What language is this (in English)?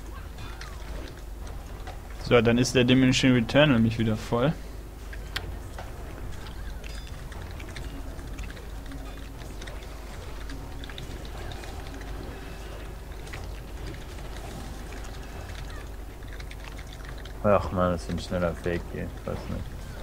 German